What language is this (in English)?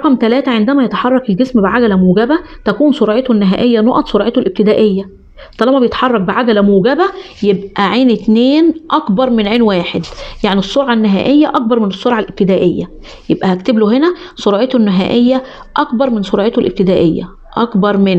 Egyptian Arabic